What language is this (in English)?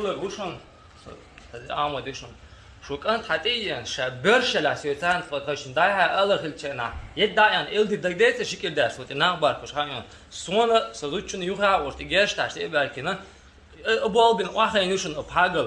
Chechen